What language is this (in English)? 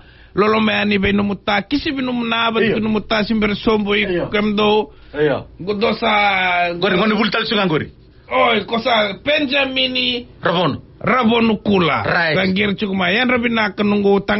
Fijian